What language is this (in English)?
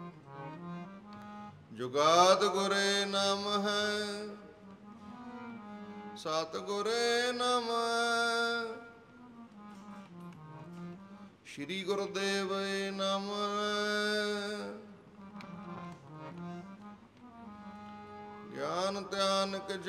Punjabi